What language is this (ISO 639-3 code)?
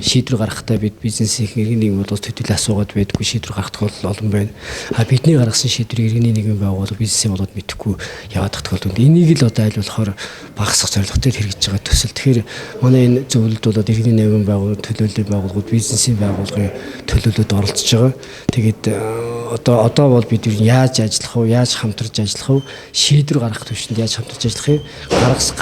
mon